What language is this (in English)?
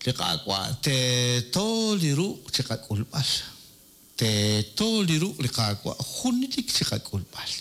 Kekchí